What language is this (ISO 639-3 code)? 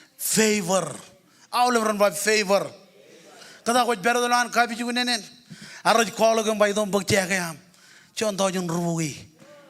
mah